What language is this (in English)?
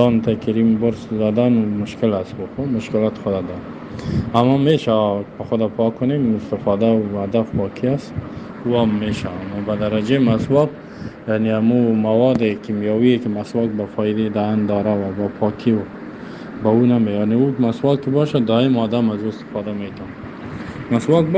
Persian